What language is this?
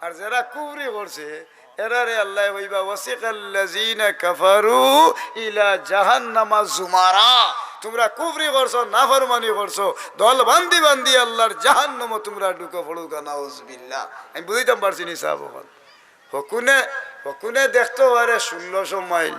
Sylheti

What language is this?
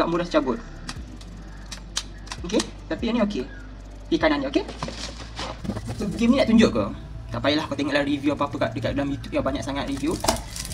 Malay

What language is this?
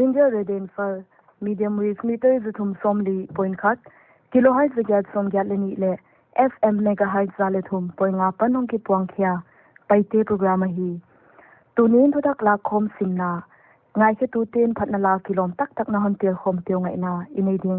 Paite Chin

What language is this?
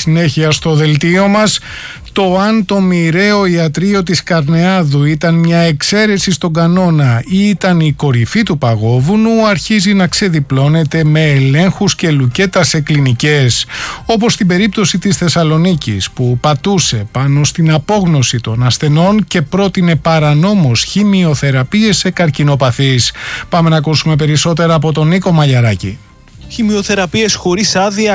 Greek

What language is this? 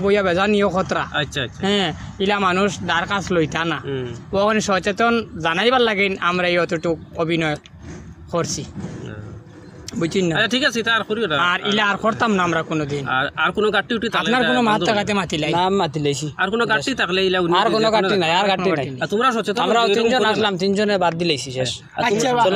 Sylheti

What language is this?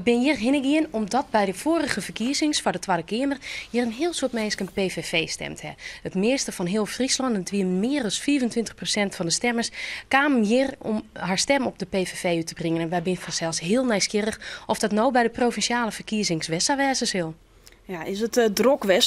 Western Frisian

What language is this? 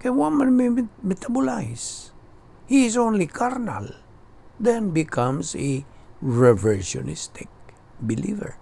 Cebuano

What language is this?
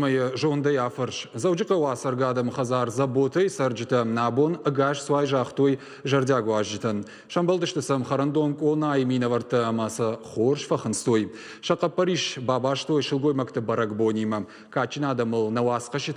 Ossetic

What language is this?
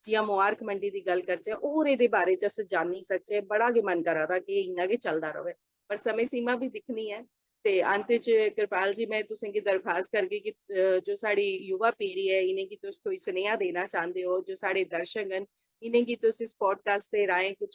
Dogri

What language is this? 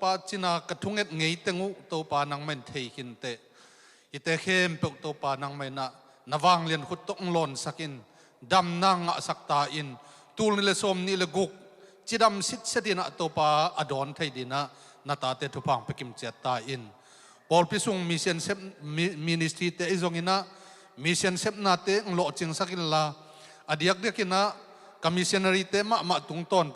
Tedim Chin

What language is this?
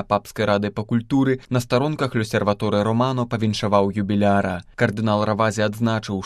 Belarusian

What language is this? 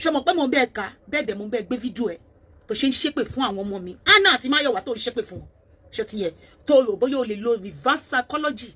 Yoruba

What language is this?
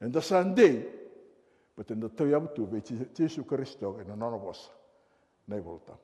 Fijian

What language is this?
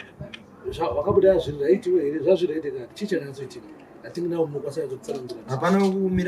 Shona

